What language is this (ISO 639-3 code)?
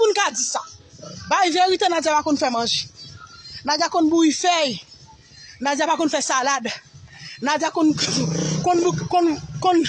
hat